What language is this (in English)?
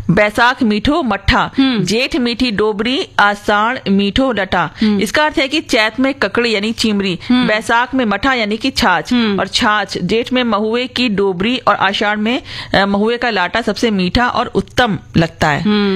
Hindi